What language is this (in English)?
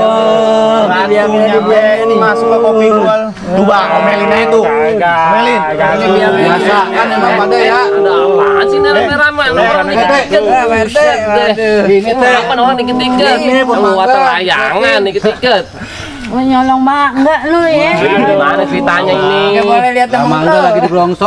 Betawi